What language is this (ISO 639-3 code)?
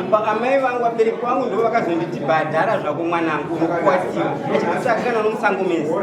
sna